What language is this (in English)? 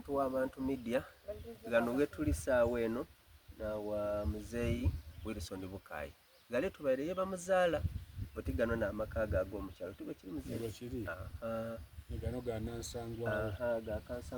Soga